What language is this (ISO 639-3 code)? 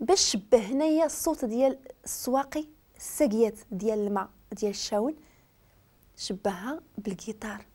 ary